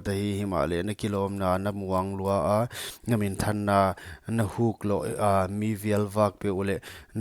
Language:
Paite Chin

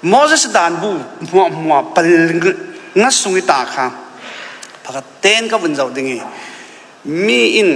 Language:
Falam Chin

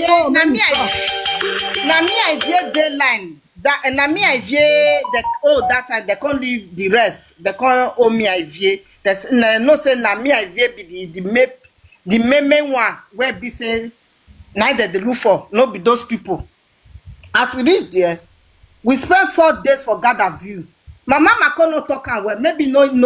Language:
Nigerian Pidgin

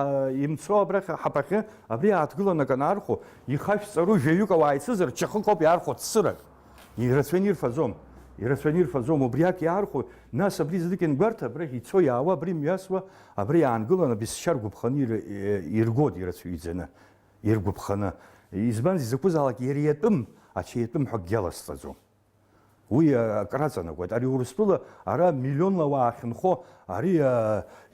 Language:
Abkhazian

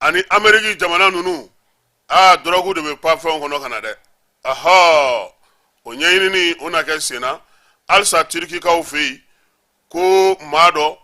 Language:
Bambara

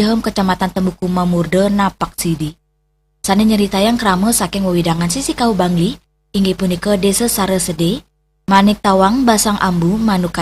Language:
Balinese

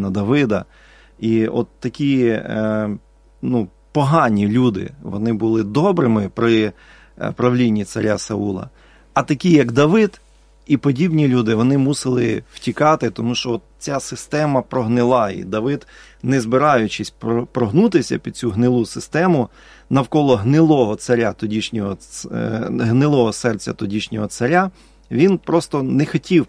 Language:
Ukrainian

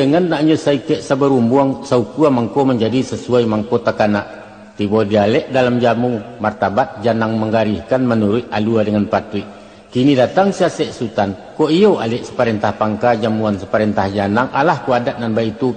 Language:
Minangkabau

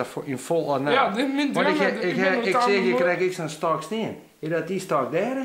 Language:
Western Frisian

